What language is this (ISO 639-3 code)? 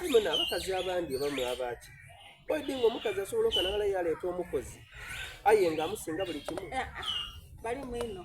xog